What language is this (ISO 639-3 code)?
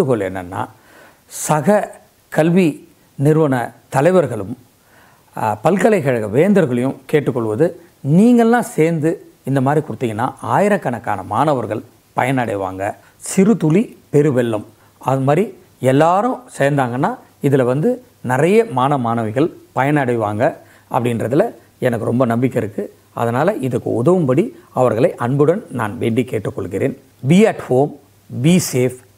tam